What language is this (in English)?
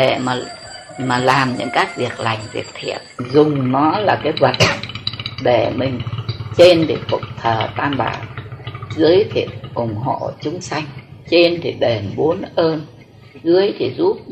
Vietnamese